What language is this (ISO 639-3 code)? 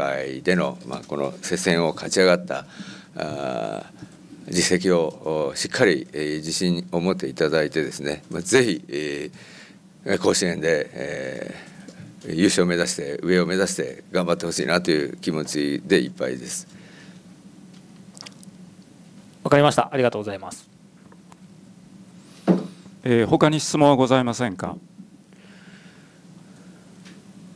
jpn